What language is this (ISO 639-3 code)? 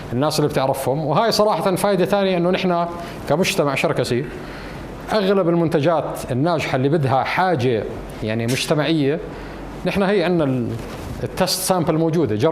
apc